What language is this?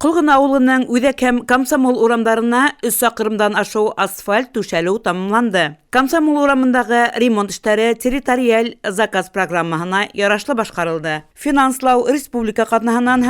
Bashkir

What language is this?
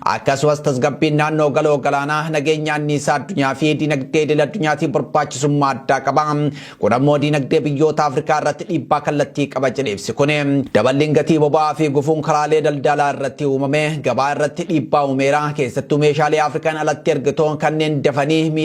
Oromo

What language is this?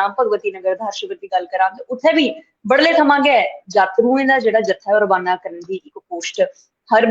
Dogri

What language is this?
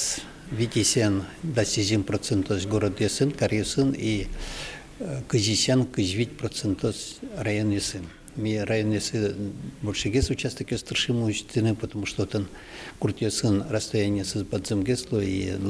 Udmurt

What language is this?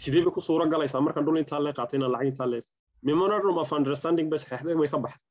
Somali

